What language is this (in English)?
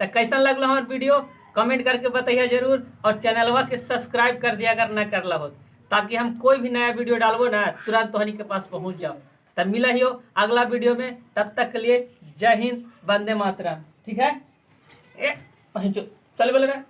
Magahi